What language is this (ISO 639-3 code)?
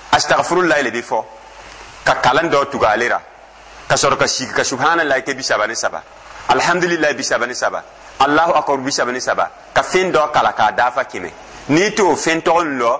dyu